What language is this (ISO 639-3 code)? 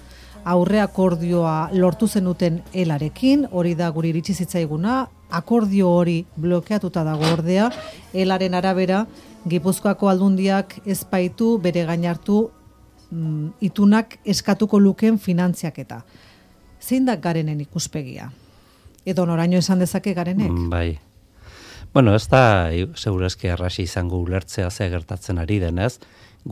eus